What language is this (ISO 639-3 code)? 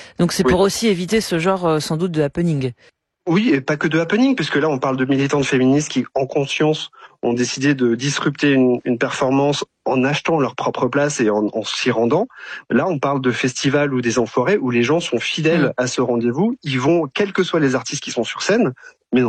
fra